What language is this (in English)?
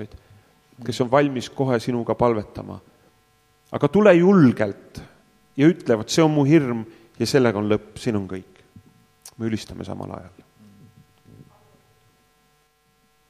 Estonian